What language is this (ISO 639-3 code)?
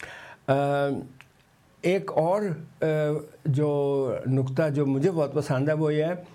urd